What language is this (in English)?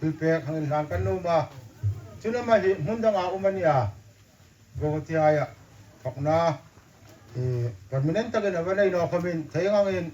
Hmar